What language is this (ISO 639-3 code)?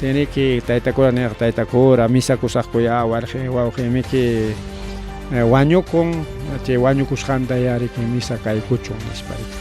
quy